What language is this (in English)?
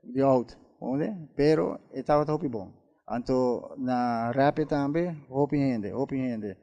Papiamento